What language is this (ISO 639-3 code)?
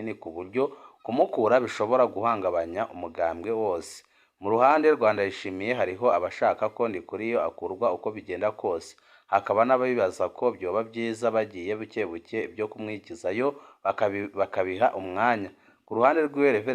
run